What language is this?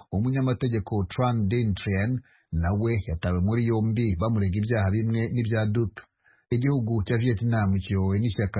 Kinyarwanda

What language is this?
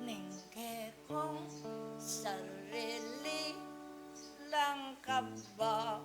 Pampanga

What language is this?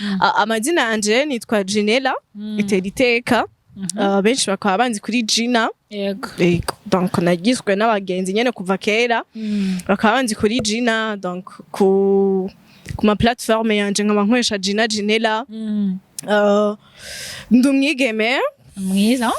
Rundi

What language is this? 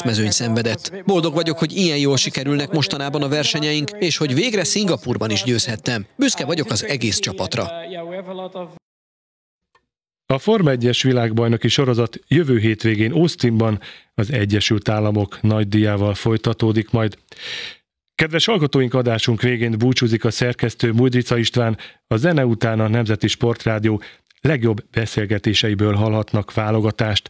Hungarian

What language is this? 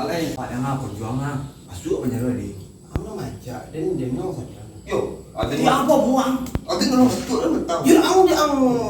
Minangkabau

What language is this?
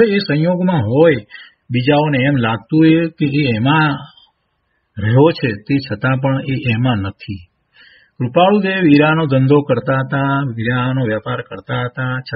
Gujarati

